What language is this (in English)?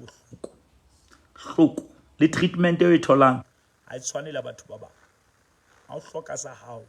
Southern Sotho